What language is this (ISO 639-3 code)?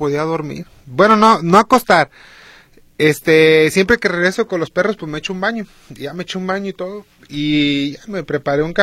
spa